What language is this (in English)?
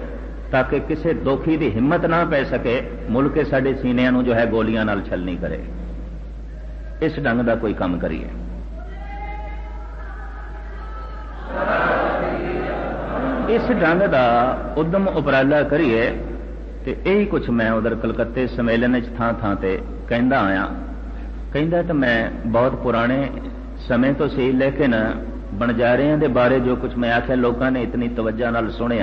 Punjabi